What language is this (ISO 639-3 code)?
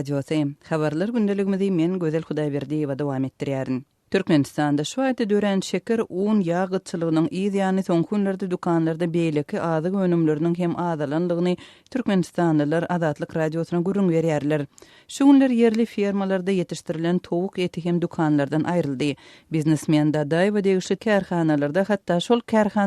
tuk